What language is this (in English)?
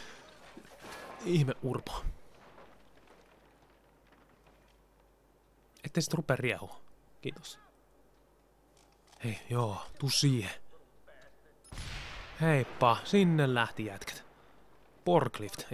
Finnish